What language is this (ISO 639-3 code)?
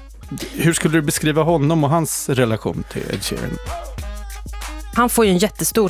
swe